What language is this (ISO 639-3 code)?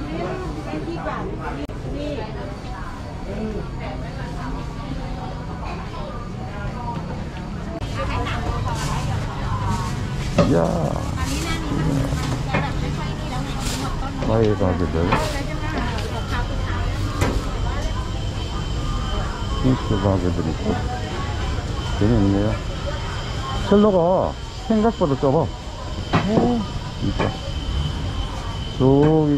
kor